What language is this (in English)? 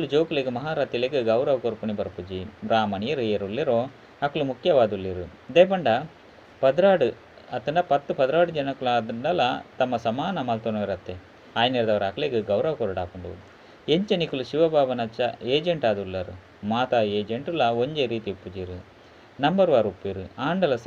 Tulu